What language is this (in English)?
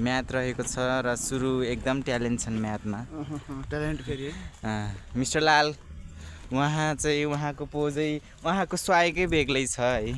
Nepali